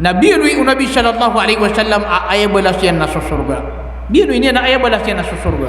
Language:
Maranao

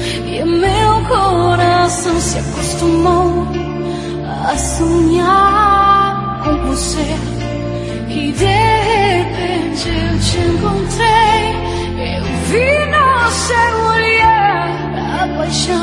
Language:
Portuguese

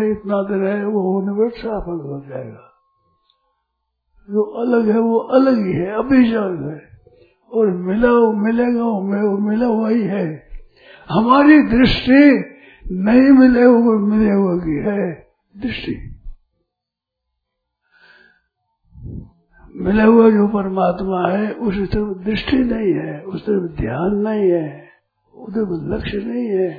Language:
Hindi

